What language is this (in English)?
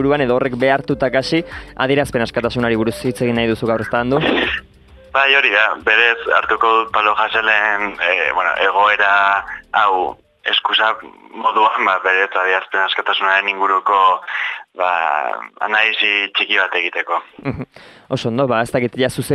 Basque